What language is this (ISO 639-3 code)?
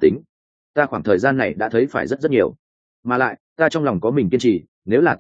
vie